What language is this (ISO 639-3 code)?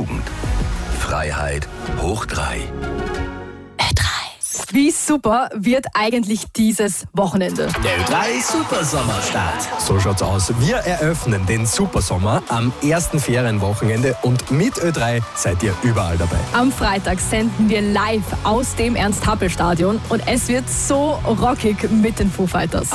deu